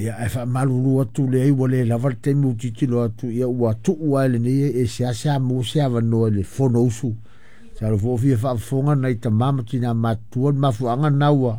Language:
Samoan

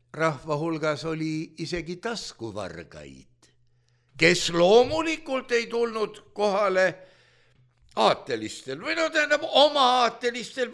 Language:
Estonian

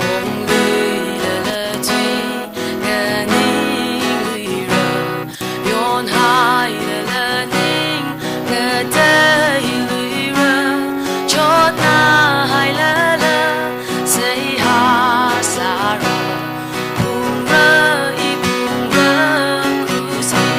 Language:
Tangkhul Naga (India)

